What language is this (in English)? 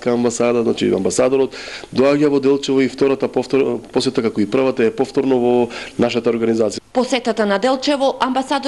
Macedonian